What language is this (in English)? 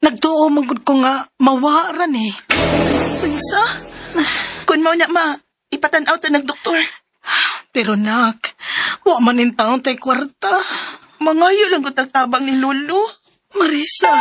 Cebuano